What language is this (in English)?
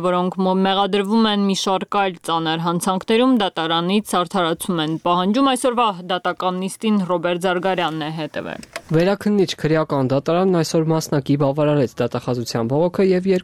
Armenian